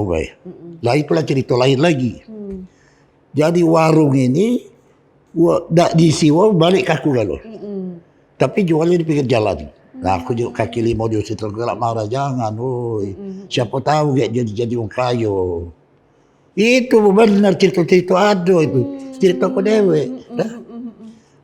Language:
Musi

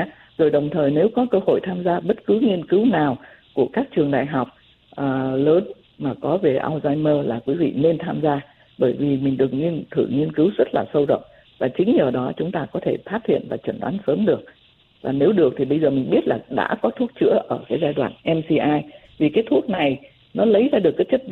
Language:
Vietnamese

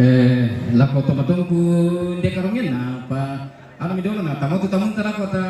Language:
Toraja-Sa'dan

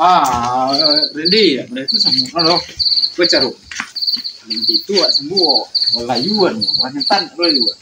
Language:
Minangkabau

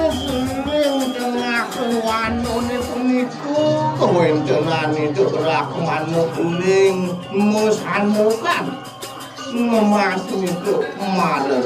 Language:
Balinese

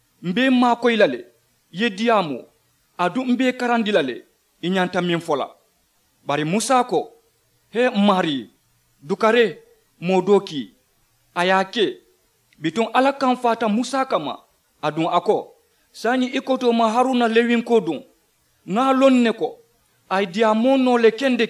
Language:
Mandingo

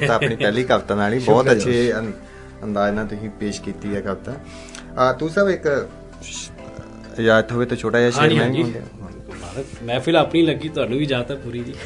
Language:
Punjabi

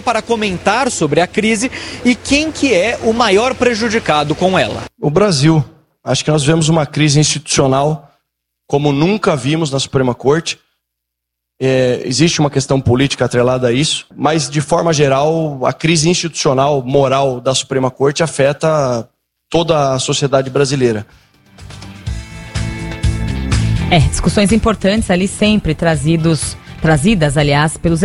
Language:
Portuguese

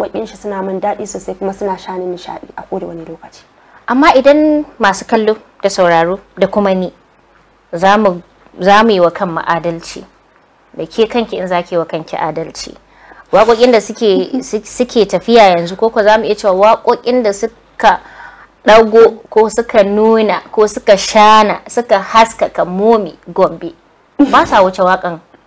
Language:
Hausa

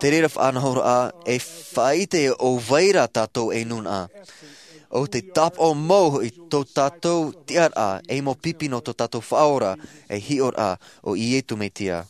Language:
Tahitian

